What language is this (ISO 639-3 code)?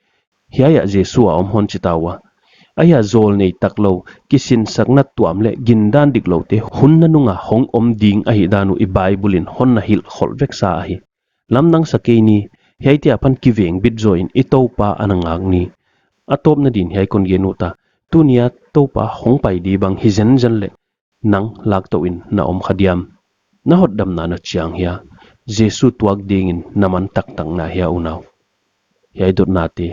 pck